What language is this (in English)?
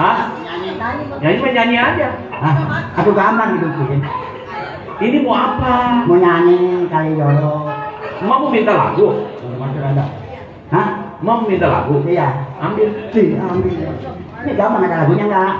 Betawi